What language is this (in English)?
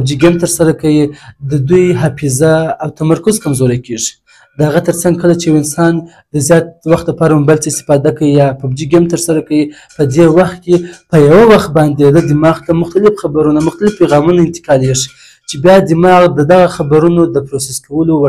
Pashto